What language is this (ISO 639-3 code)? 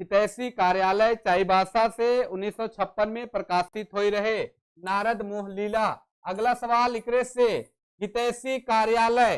sck